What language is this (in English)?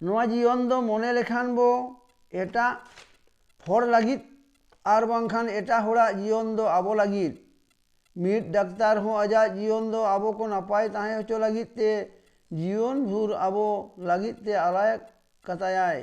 Santali